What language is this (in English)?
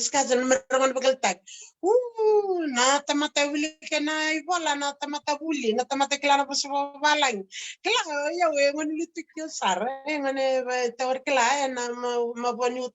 Fijian